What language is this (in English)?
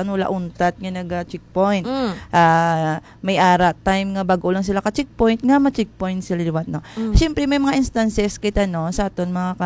Hiligaynon